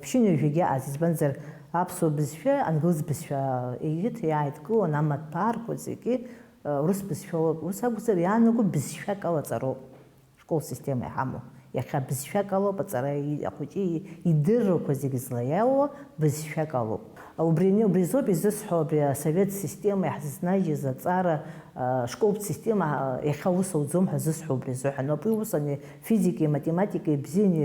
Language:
Abkhazian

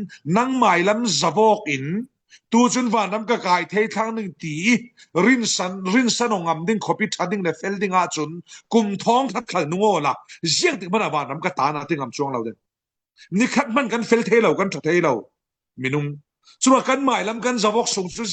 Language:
Falam Chin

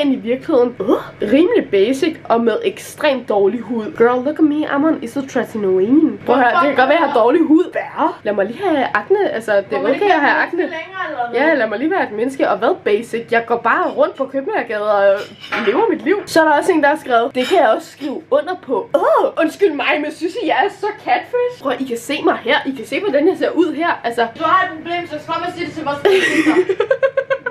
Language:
Danish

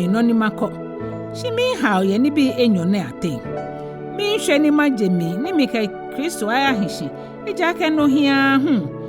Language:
Ga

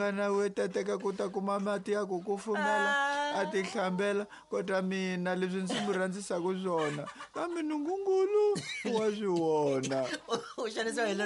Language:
Tsonga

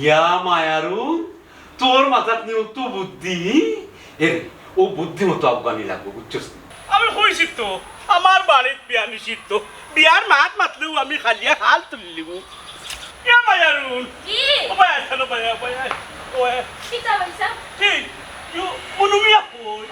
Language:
Sylheti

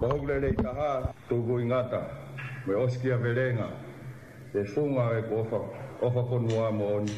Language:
Tongan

